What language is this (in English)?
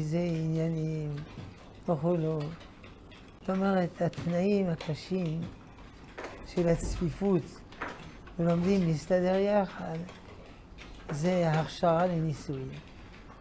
Hebrew